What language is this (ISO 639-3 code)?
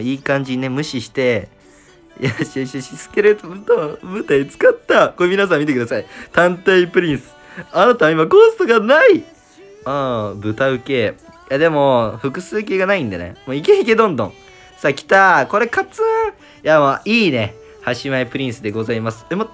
jpn